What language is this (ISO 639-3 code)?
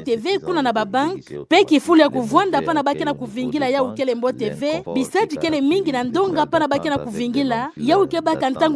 ktu